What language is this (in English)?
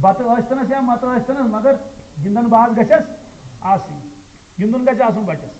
Kashmiri